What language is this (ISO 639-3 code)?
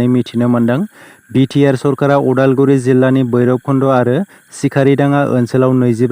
brx